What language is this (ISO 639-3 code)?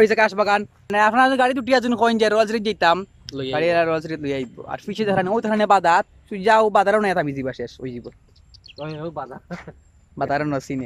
syl